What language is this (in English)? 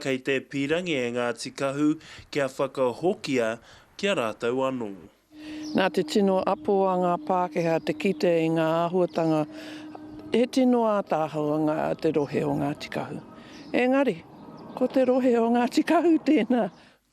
Māori